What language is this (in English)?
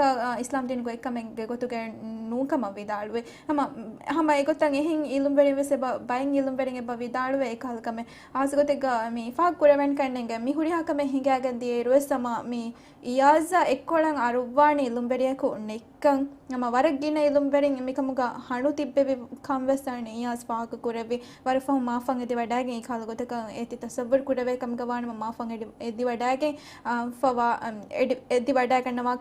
Divehi